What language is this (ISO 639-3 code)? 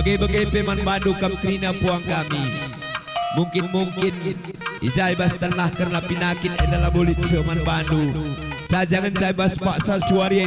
btx